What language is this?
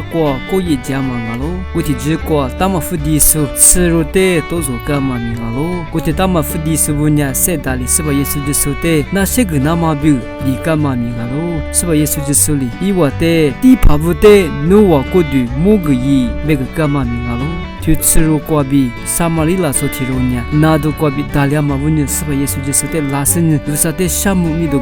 Lisu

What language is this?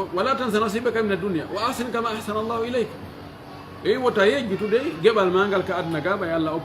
Pular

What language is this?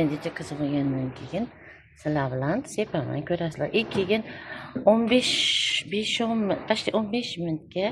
Uzbek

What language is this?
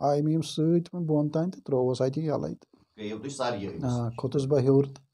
Kashmiri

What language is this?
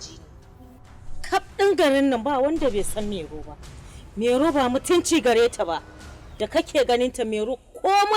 Hausa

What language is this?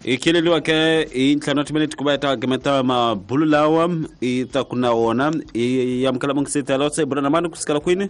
Tsonga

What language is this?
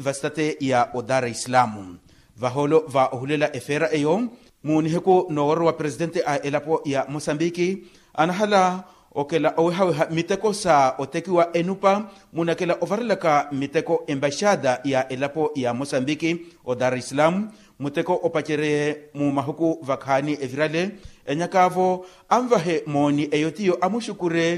Makhuwa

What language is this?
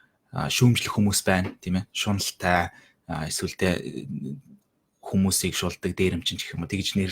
Mongolian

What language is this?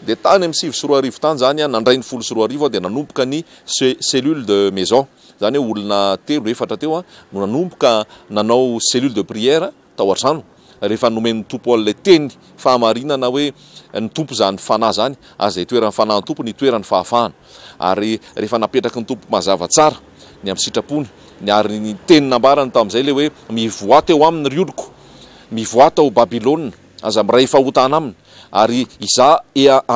Malagasy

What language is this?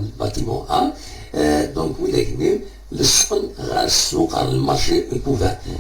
Kabyle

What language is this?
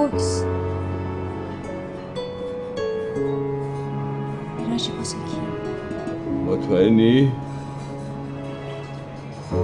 Persian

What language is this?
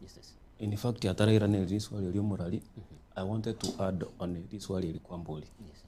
Gusii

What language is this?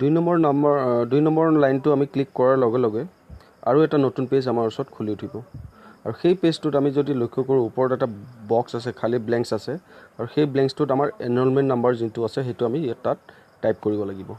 Assamese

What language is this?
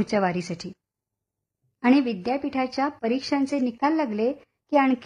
Marathi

